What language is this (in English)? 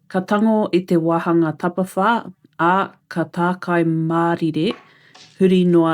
Māori